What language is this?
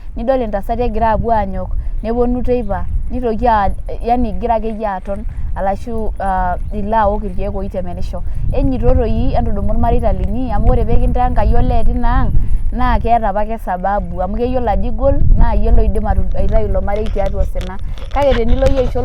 Masai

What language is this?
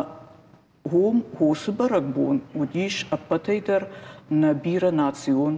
Ossetic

